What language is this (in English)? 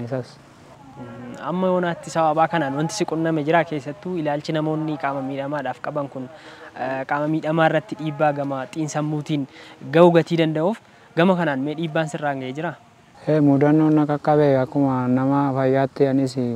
Oromo